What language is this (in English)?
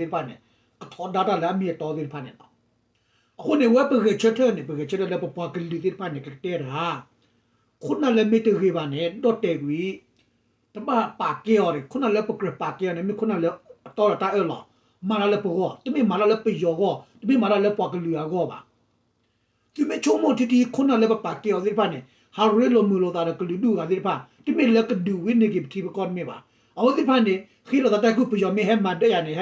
S'gaw Karen